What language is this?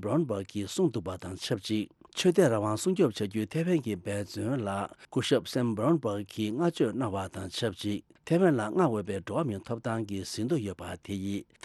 Tibetan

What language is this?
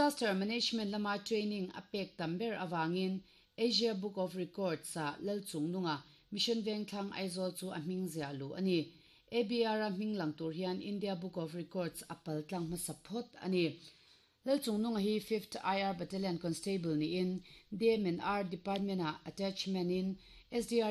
Mizo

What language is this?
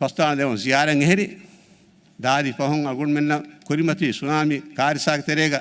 Divehi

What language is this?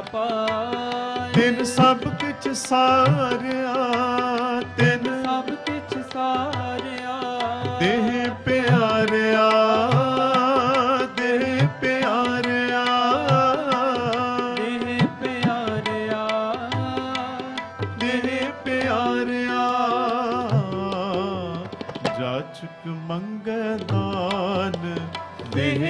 Punjabi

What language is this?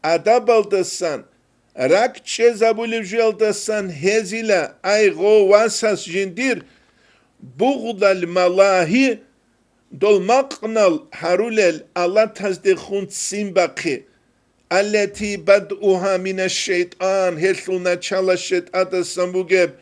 Avaric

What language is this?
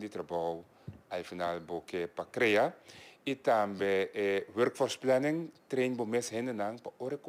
Papiamento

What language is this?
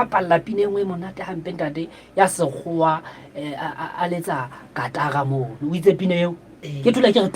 Southern Sotho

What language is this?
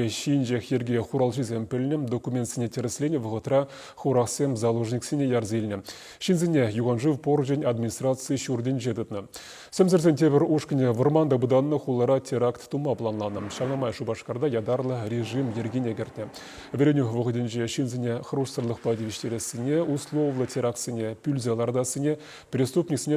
Chuvash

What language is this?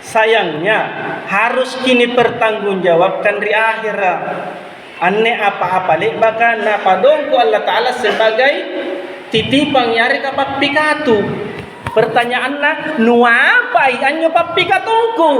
Makasar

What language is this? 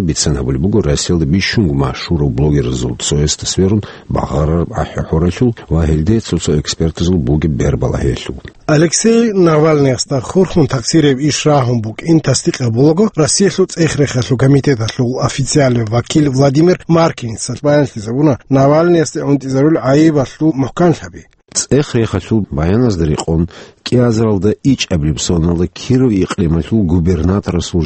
Avaric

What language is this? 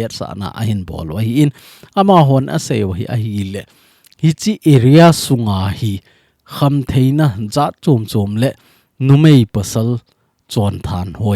Thado Chin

